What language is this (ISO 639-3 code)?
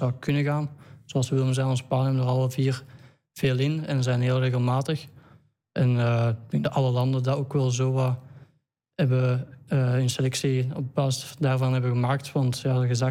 nld